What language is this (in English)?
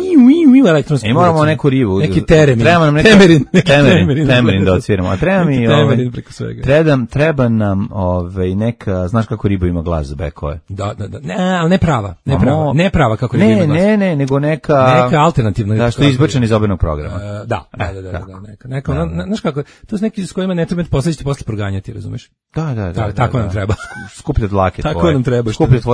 Serbian